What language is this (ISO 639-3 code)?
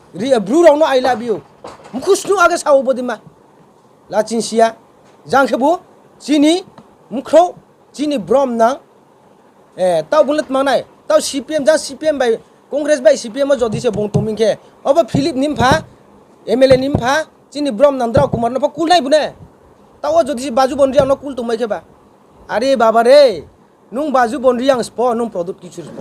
ria